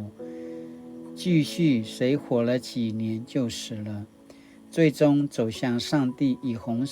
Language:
Paiwan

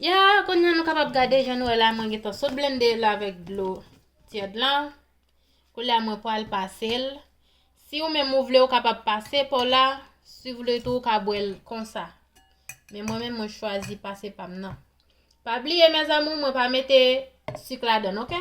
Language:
Haitian Creole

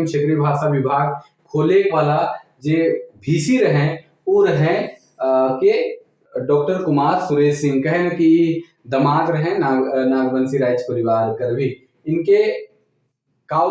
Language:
Sadri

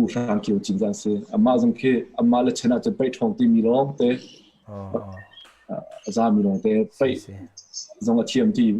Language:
Hakha Chin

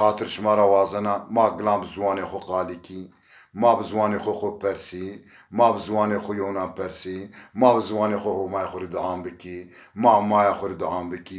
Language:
Zaza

